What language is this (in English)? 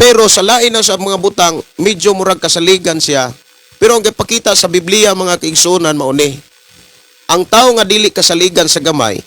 Cebuano